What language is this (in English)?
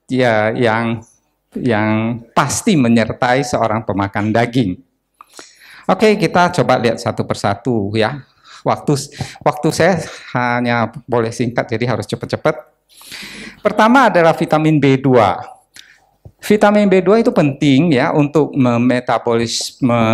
Indonesian